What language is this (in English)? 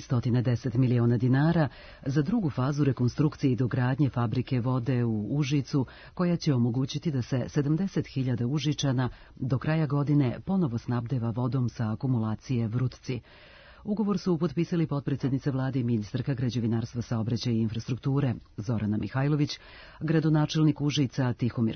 Serbian